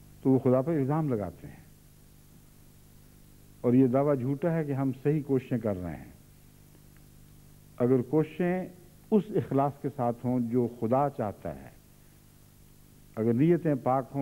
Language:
Urdu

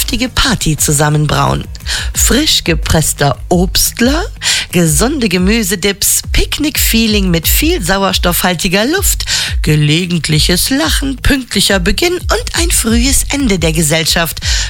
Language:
German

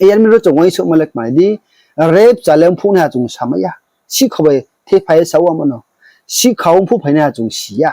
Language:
Riang (India)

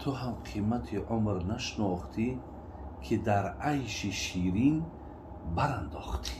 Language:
Tajik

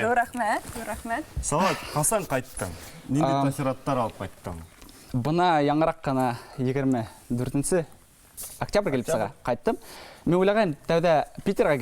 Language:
Bashkir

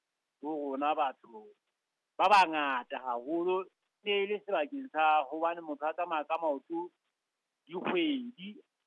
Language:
Southern Sotho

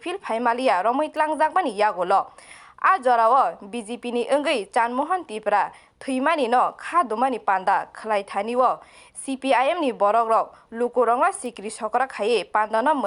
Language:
Kok Borok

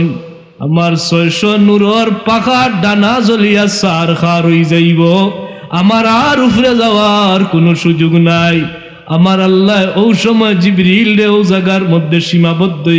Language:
Sylheti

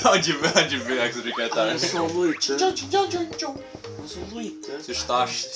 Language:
Faroese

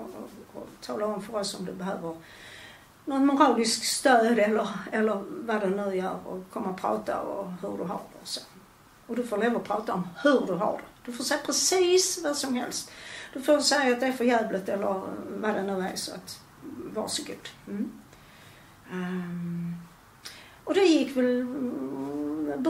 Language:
Swedish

